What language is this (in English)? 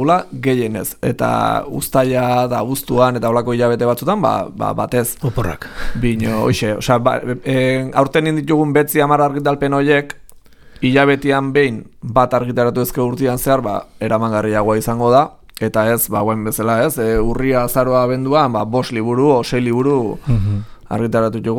Basque